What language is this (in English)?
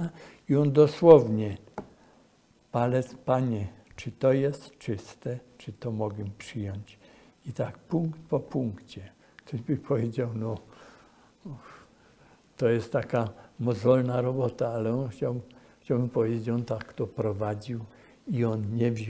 Polish